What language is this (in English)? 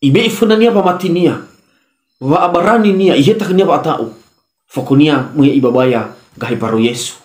Nias